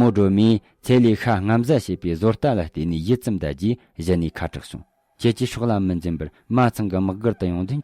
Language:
Tibetan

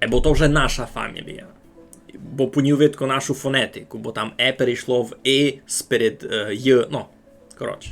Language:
Rusyn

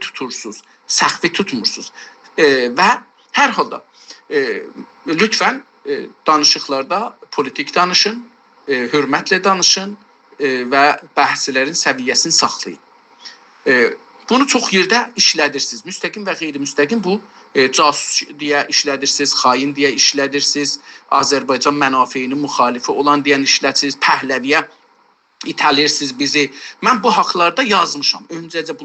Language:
South Azerbaijani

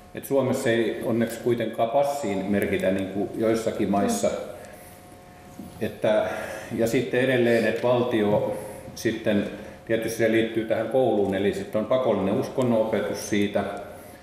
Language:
Finnish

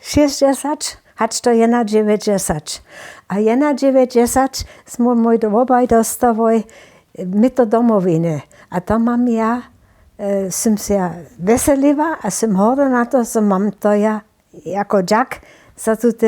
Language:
Upper Sorbian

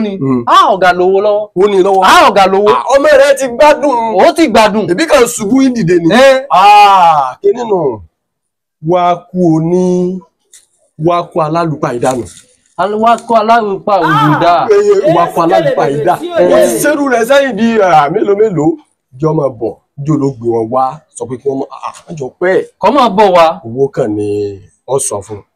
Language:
Yoruba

